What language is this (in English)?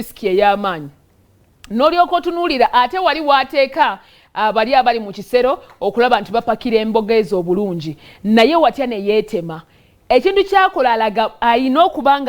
Ganda